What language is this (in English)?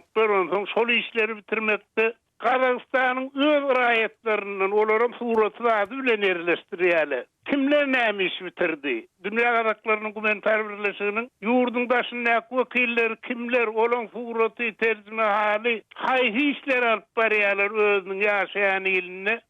Turkmen